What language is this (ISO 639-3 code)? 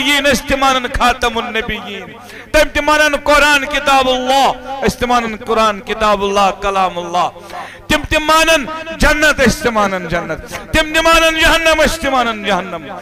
kas